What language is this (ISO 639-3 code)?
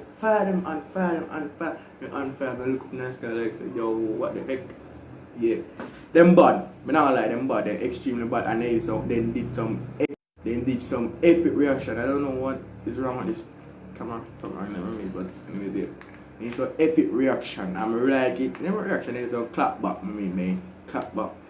jam